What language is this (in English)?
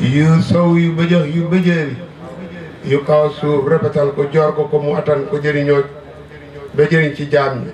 Wolof